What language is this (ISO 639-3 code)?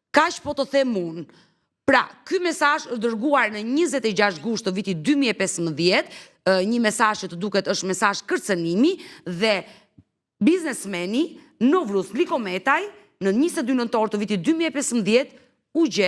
sqi